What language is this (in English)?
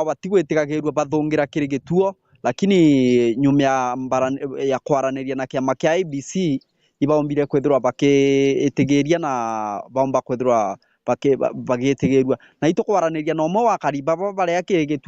Meru